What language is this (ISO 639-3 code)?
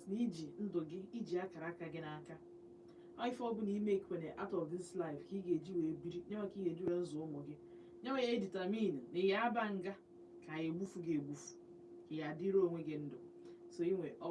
ibo